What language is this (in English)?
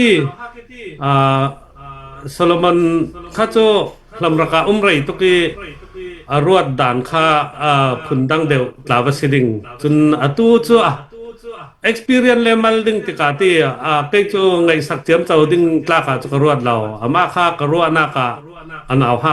Falam Chin